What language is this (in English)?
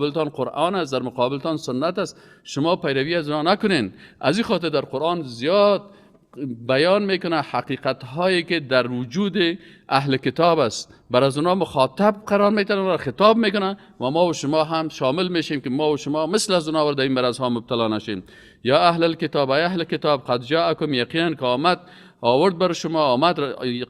Persian